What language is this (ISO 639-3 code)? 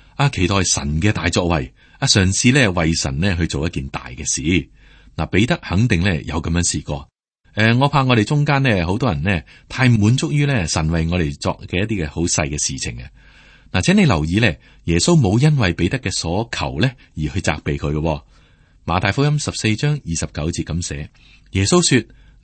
yue